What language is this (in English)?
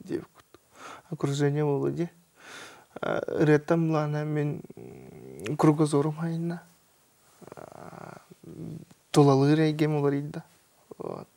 Yakut